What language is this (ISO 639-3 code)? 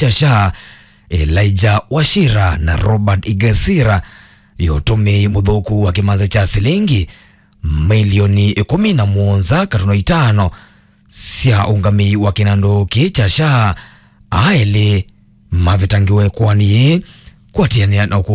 kam